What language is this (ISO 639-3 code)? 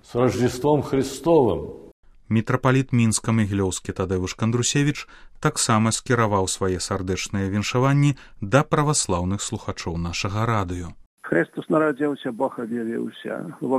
bel